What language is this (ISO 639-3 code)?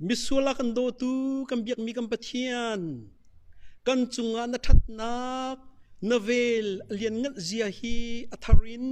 cnh